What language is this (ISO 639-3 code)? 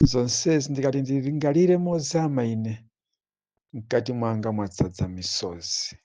nya